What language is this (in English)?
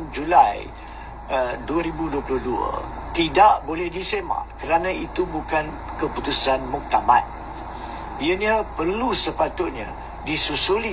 Malay